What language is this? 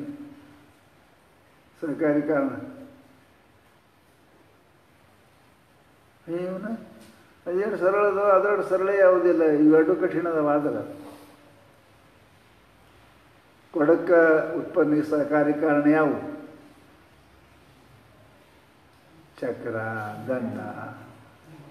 Kannada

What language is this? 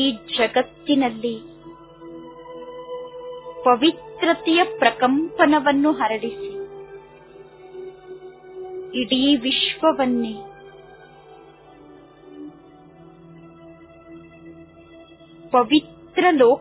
Kannada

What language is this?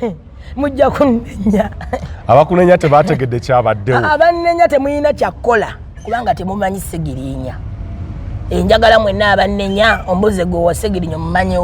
Ganda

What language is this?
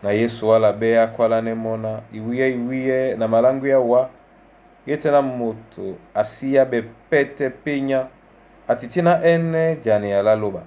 Duala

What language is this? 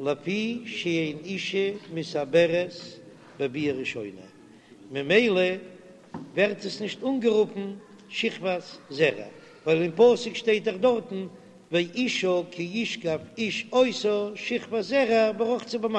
Yiddish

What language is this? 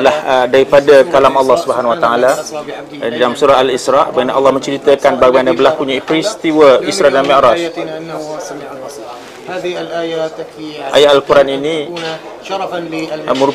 Malay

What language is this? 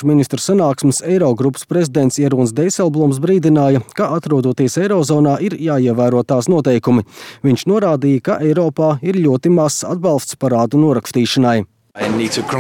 Latvian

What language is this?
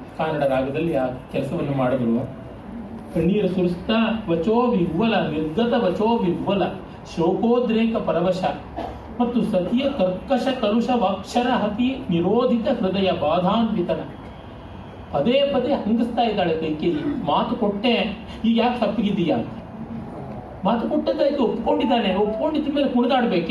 Kannada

